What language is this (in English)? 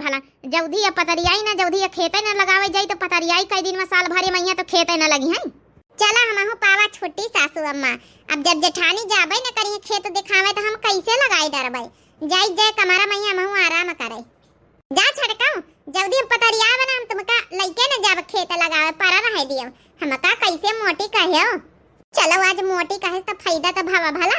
Awadhi